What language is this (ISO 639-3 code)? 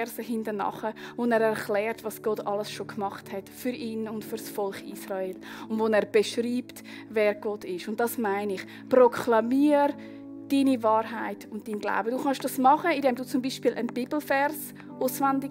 gsw